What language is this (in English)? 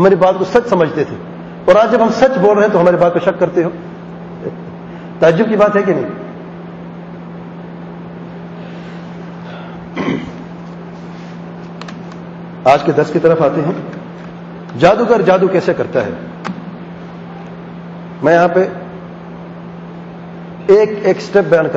Urdu